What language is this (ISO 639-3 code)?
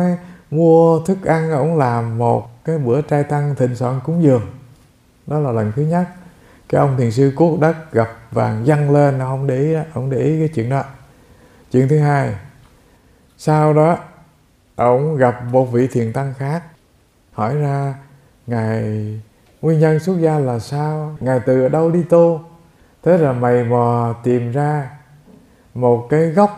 vie